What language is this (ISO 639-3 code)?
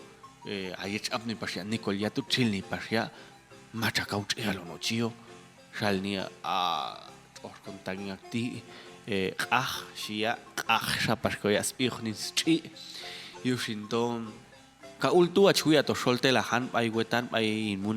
jac